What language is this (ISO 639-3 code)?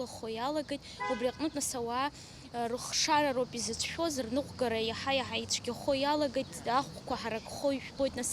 abk